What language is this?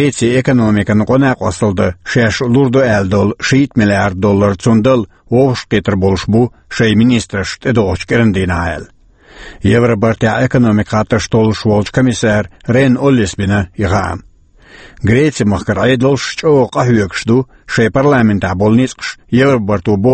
Chechen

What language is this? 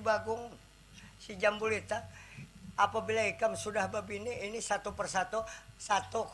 Banjar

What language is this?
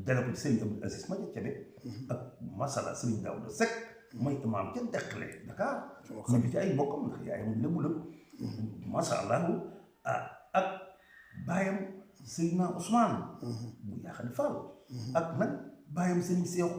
Wolof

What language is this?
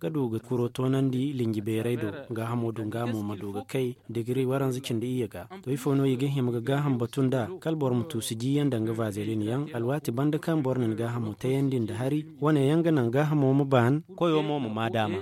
Zarma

